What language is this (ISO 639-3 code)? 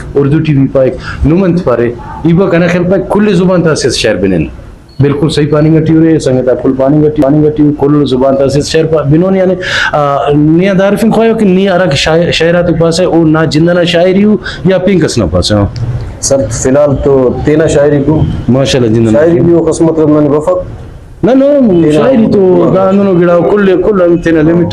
brh